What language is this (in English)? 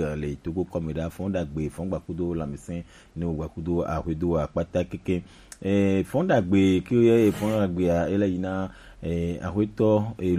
Gen